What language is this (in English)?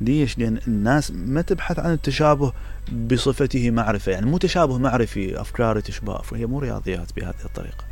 Mesopotamian Arabic